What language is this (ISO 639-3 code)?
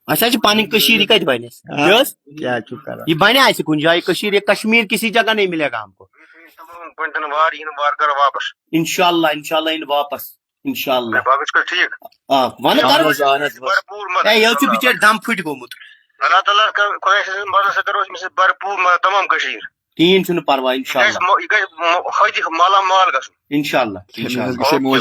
kas